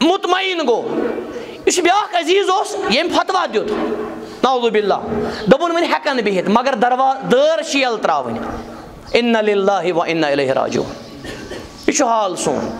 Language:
Kashmiri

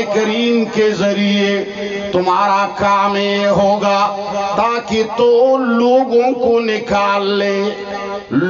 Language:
Urdu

